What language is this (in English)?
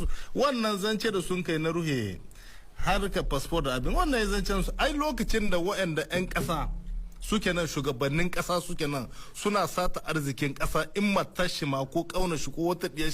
Hausa